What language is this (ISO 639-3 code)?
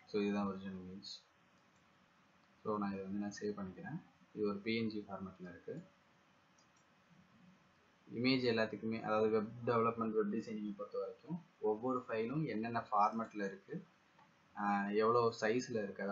tam